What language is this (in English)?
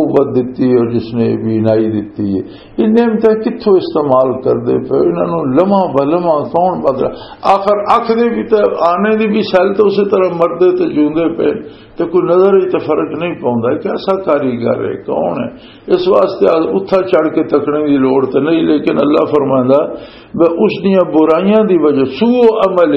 Western Panjabi